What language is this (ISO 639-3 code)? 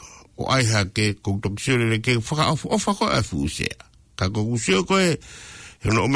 ton